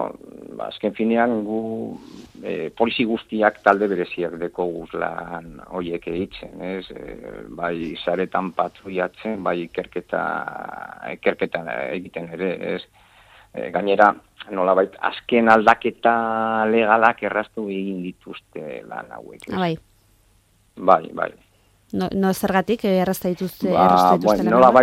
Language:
Basque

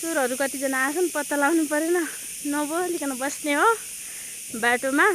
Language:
Nepali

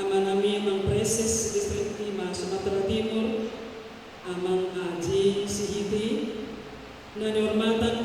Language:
Batak Toba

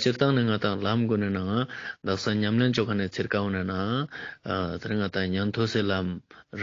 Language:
Ladakhi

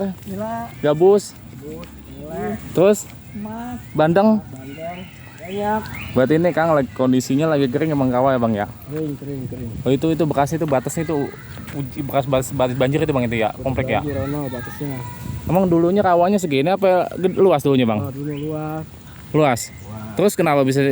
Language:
Betawi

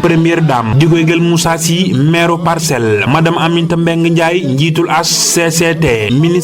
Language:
Wolof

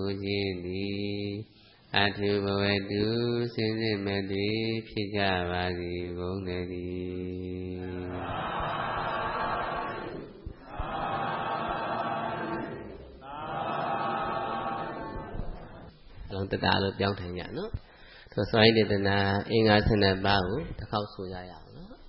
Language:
Burmese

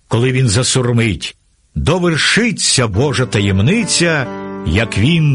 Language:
Ukrainian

